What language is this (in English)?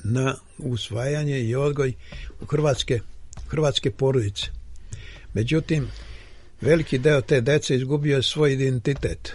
Serbian